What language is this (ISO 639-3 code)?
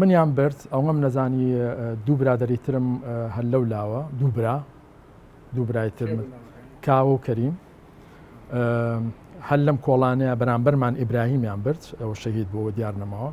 ckb